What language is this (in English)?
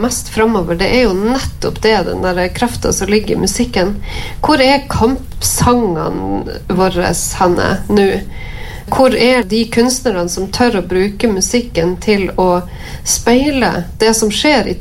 Norwegian